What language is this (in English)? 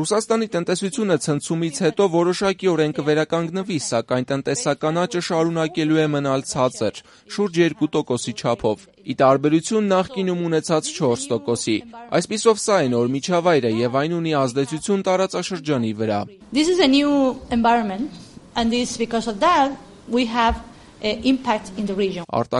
Armenian